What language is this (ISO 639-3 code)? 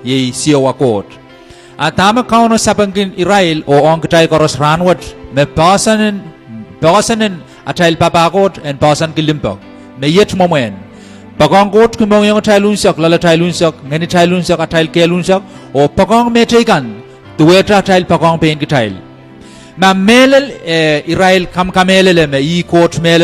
pon